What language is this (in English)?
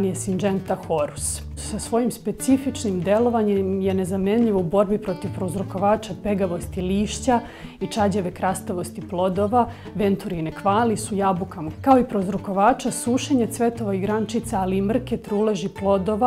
Serbian